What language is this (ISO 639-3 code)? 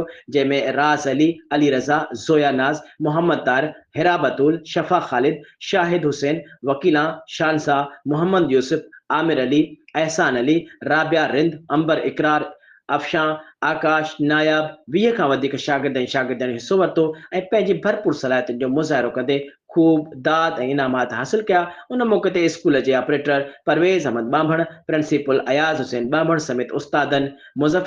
snd